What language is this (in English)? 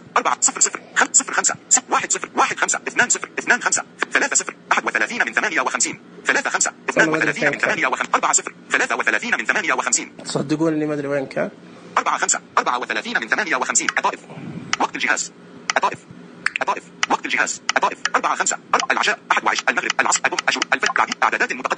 Najdi Arabic